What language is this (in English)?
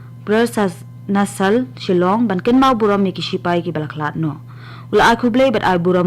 Khasi